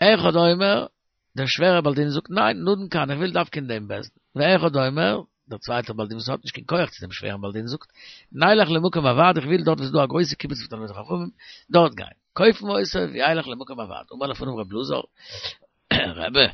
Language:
Yiddish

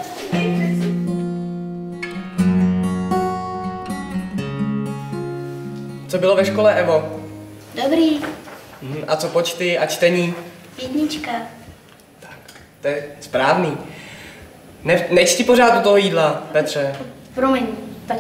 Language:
Czech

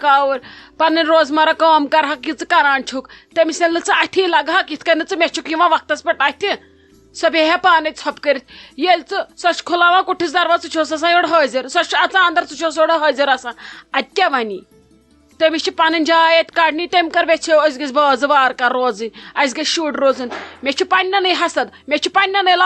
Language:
Kashmiri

